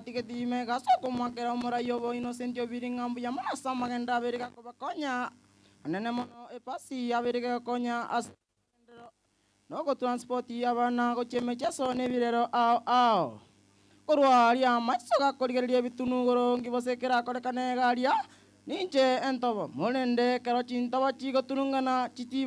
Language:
Gusii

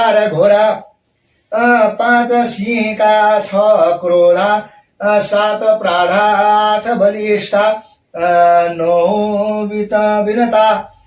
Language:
Nepali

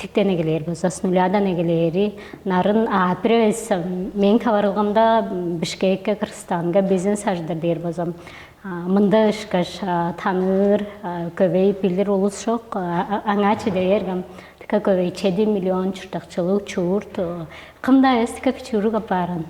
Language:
Tuvinian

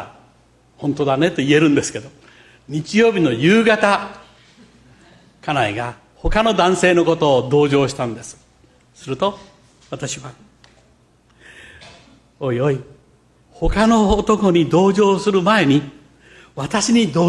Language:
Japanese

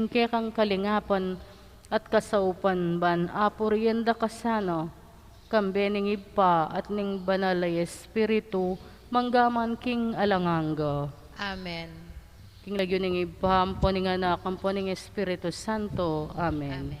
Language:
Pampanga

